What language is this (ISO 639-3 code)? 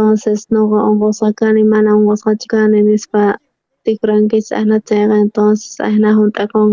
quh